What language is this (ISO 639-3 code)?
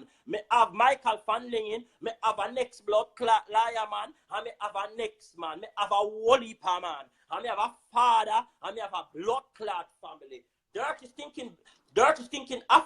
jam